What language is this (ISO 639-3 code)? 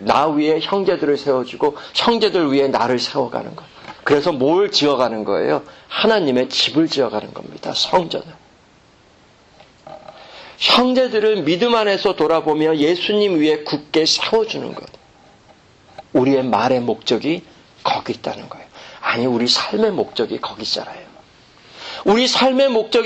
kor